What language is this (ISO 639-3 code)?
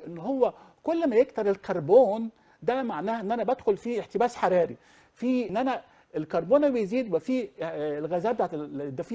arz